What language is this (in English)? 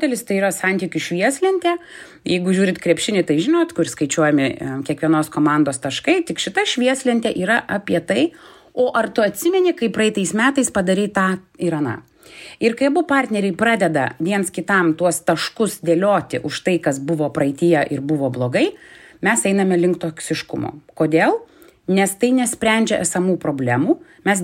Lithuanian